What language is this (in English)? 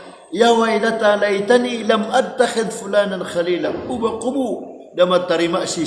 Maranao